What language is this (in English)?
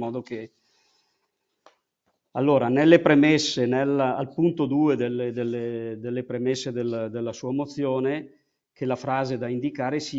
Italian